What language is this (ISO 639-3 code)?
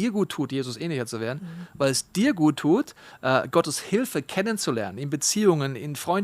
gsw